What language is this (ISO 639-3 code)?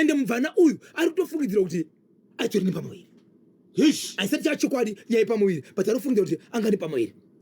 sna